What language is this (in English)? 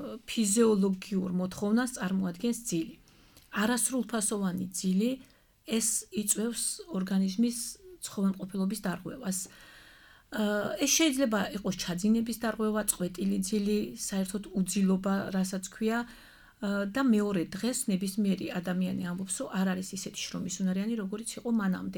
Georgian